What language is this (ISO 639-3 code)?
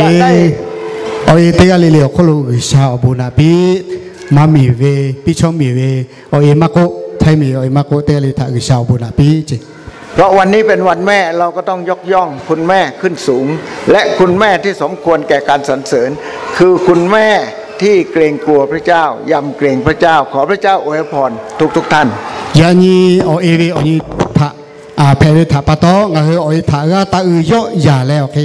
lhu